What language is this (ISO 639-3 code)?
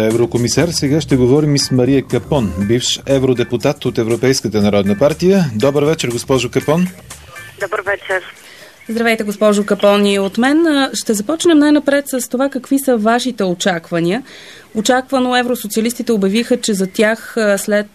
bul